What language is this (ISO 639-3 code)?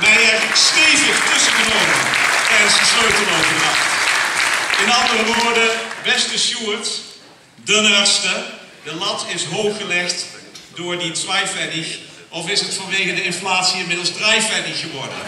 lim